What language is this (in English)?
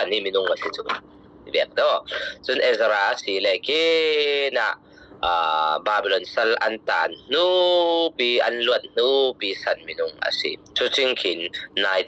Falam Chin